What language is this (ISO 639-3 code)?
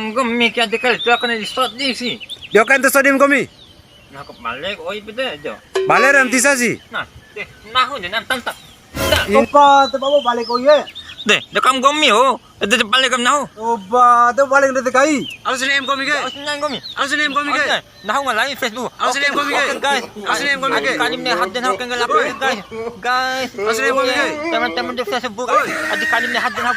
bhp